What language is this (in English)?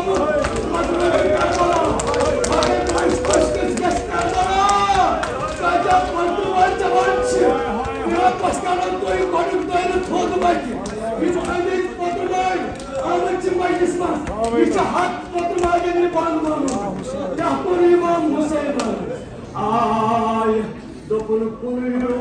Kashmiri